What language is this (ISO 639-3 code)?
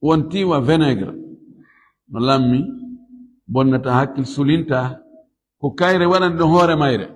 ful